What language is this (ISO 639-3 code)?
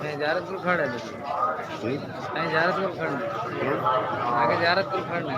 skr